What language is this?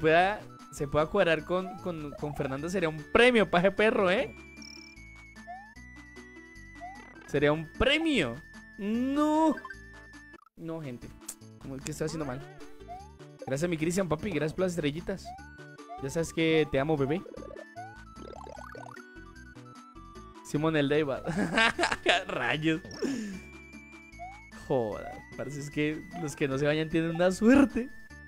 Spanish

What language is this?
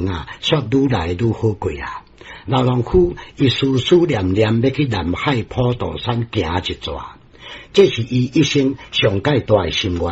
Min Nan Chinese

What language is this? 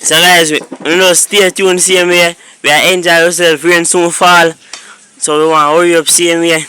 Jamaican Creole English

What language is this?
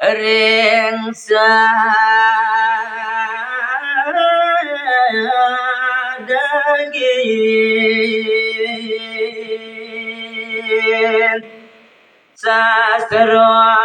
Balinese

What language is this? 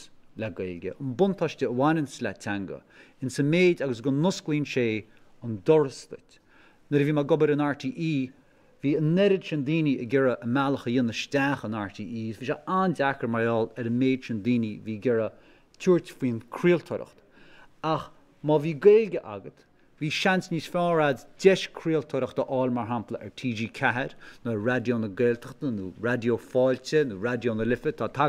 Irish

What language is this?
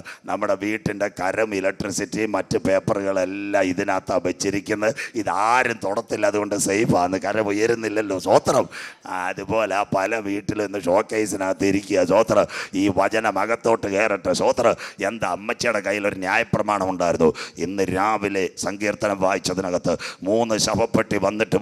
Malayalam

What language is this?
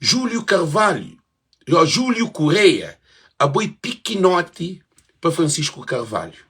Kabuverdianu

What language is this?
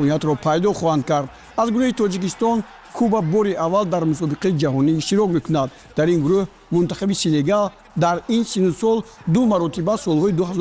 Tajik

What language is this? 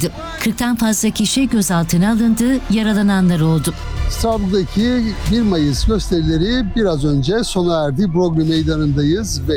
Turkish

